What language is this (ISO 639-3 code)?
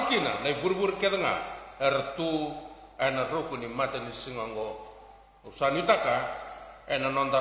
fij